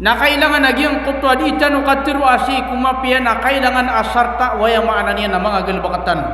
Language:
Maranao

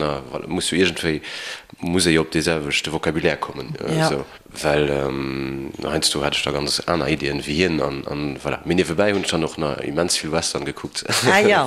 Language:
Luxembourgish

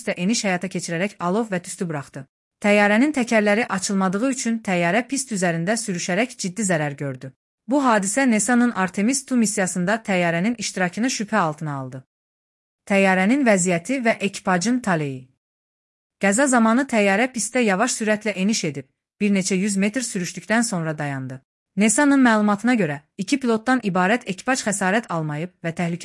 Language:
Azerbaijani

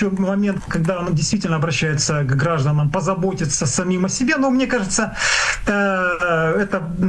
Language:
Russian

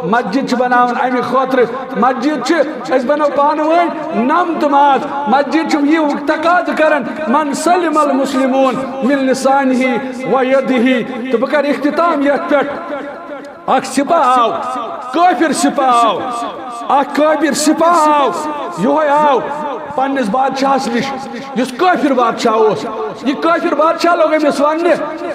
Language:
Kashmiri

